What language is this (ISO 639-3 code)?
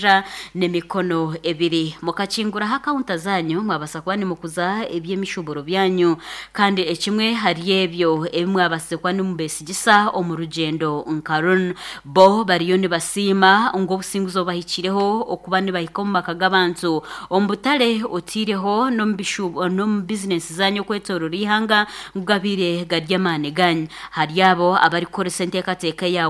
nyn